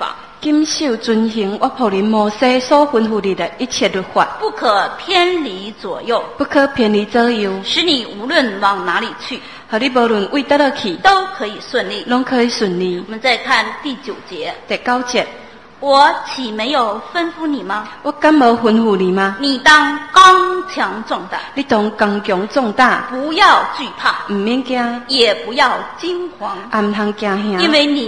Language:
Chinese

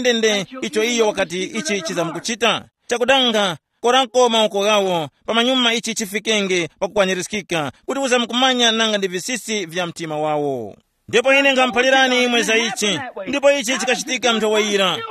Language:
Tumbuka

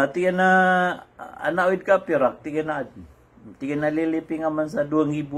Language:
Maranao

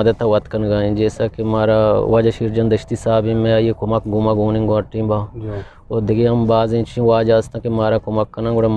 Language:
Eastern Balochi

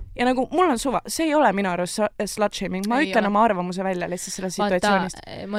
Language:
Estonian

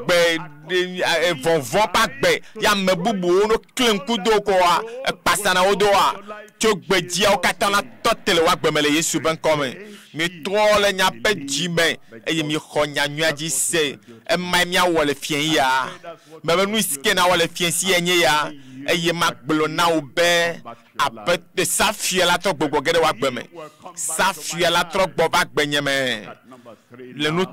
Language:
Ewe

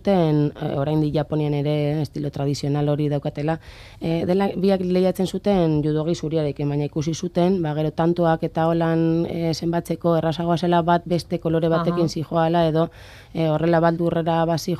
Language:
Basque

